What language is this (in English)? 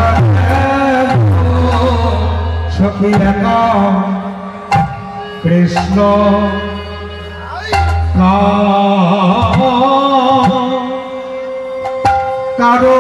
Bangla